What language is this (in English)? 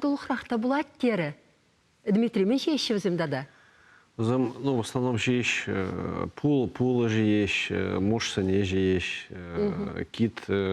Chuvash